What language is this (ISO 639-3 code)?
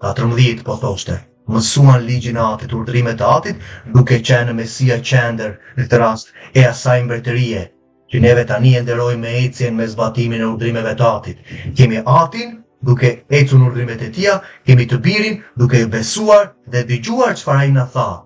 sqi